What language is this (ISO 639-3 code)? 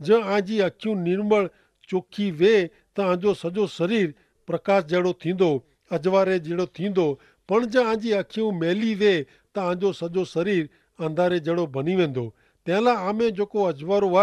kfr